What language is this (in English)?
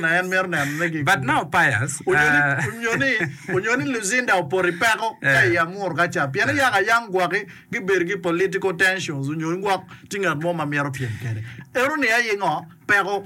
Acoli